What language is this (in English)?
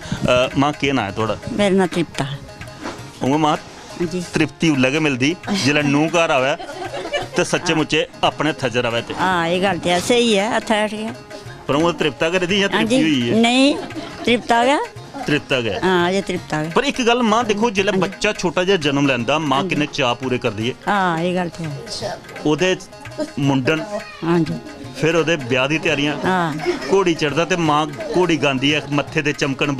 Dogri